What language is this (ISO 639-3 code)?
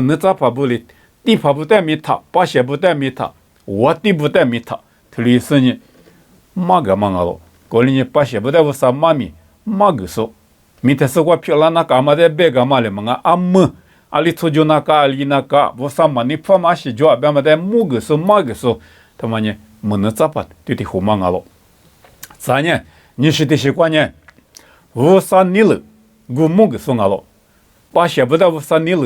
lis